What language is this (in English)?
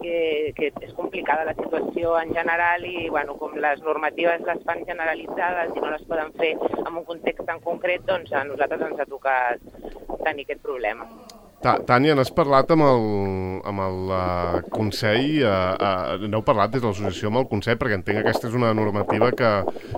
Catalan